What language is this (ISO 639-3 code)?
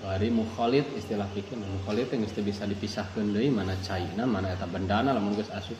sun